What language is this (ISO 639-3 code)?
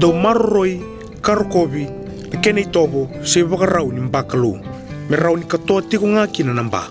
fij